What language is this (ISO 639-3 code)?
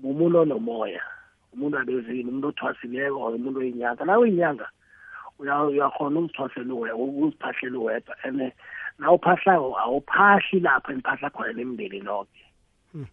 nbl